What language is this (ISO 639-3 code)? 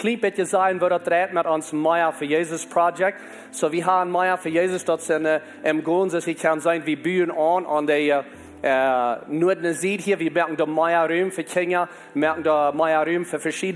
pdt